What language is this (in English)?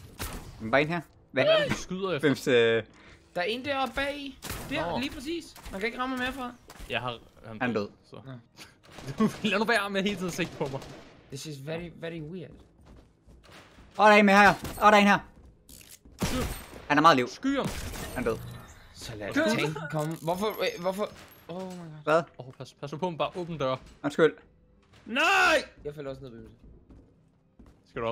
Danish